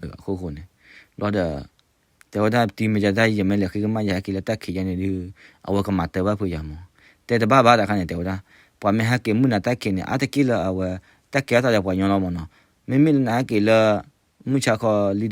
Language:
S'gaw Karen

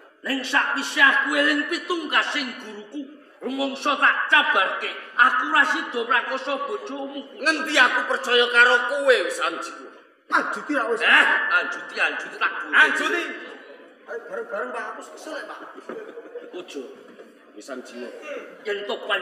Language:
Javanese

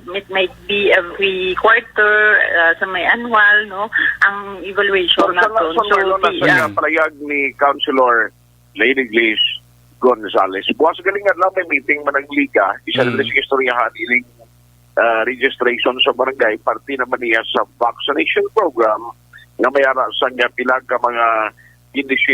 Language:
Hiligaynon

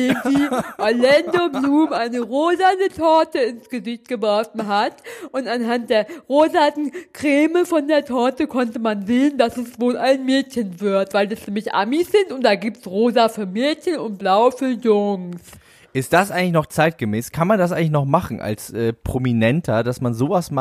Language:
German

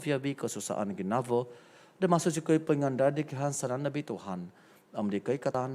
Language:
Central Dusun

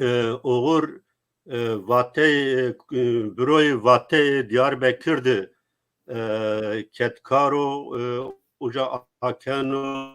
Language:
Zaza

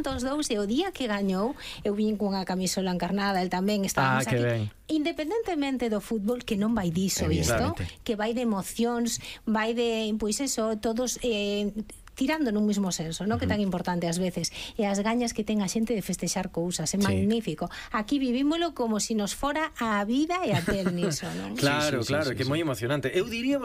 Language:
Galician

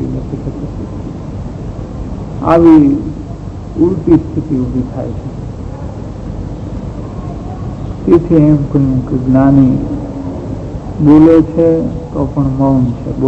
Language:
Gujarati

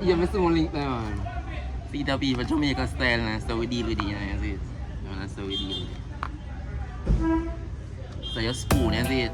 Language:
Jamaican Creole English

